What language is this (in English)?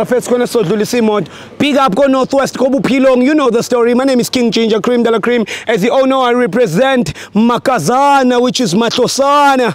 Zulu